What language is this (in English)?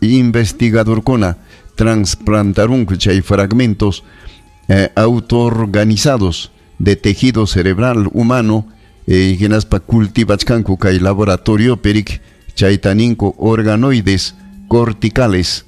Ayacucho Quechua